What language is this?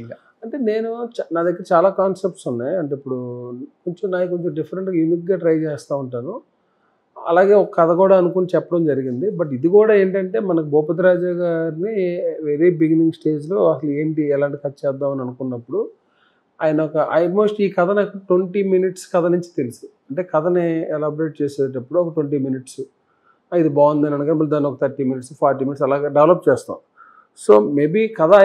Telugu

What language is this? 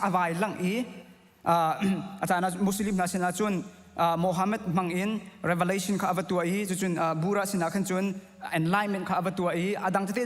Hakha Chin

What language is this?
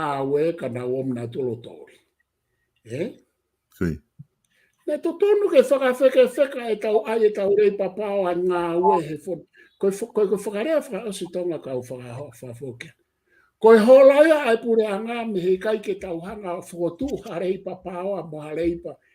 Tongan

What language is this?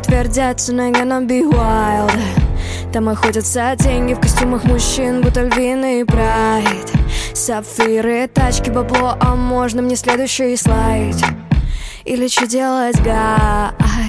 Russian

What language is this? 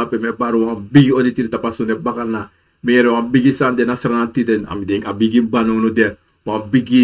Sranan Tongo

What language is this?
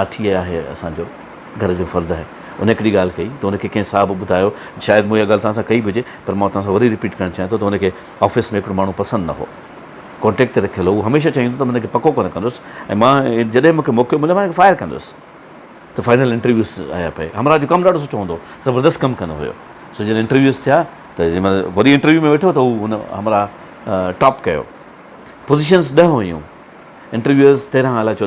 Sindhi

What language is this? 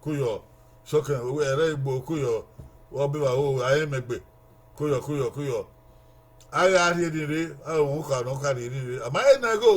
Bini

